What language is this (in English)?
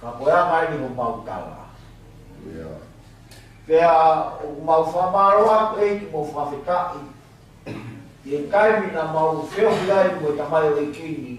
Tongan